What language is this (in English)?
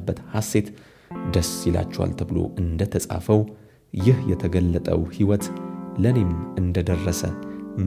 Amharic